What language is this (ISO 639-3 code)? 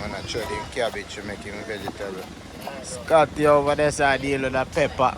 jam